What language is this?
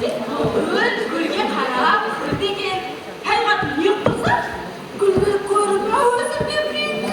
Kara-Kalpak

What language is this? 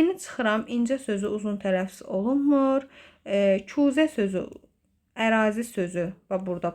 Azerbaijani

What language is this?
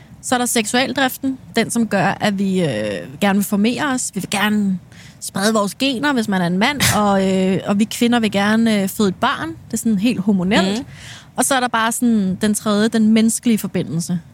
Danish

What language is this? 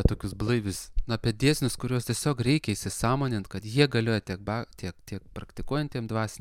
Lithuanian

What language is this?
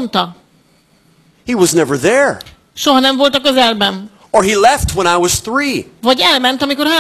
Hungarian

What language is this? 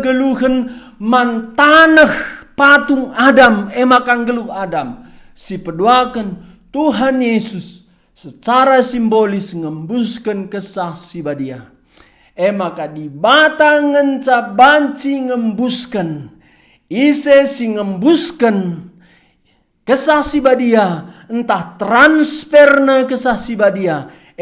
Batak Karo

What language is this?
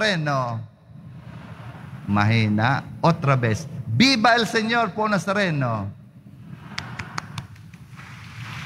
Filipino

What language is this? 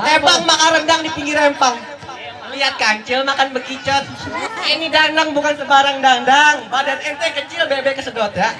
Betawi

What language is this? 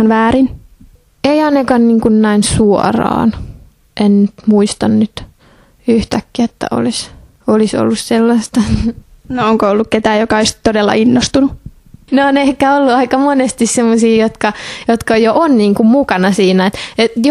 Finnish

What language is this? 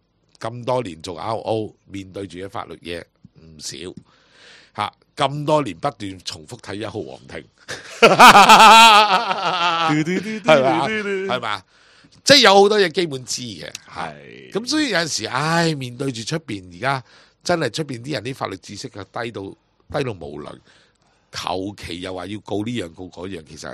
Cantonese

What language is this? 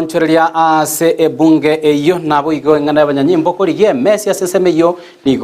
Gusii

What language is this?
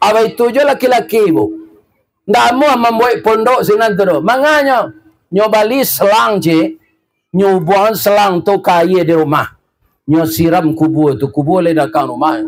Minangkabau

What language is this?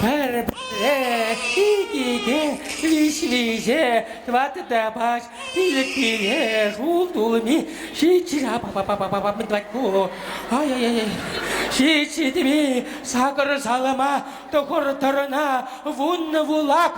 Chuvash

